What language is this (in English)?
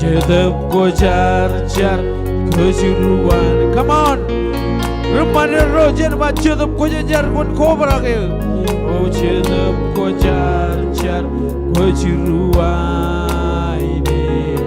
Marshallese